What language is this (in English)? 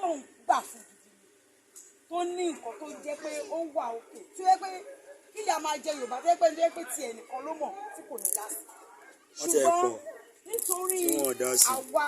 Yoruba